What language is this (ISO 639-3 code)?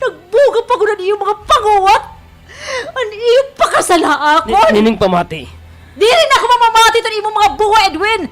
war